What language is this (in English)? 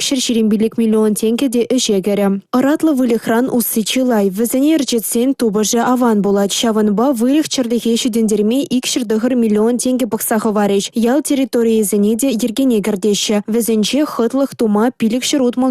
Chuvash